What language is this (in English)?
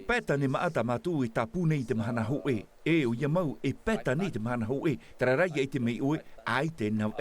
Tahitian